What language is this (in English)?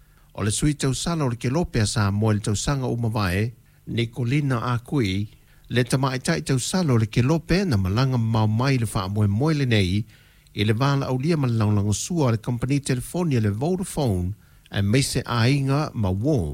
Samoan